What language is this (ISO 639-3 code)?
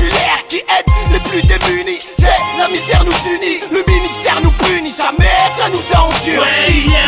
fra